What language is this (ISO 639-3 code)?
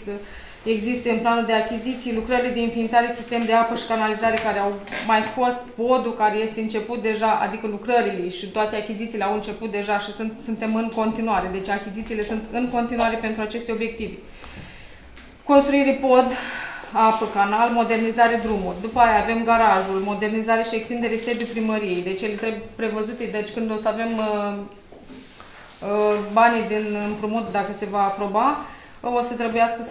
ron